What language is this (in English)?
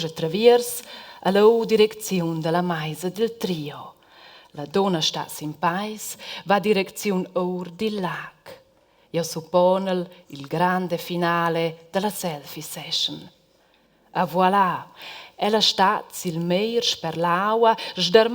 Romansh